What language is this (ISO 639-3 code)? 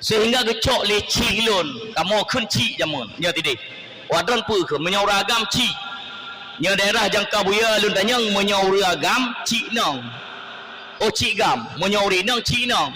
ace